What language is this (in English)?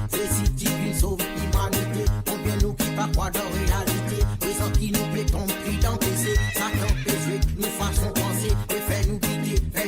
Morisyen